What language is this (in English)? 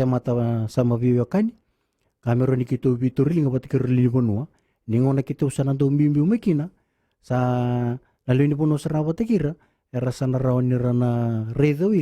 Fijian